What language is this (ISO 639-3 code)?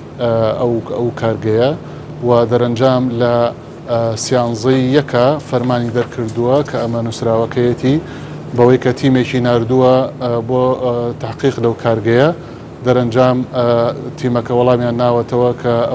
ckb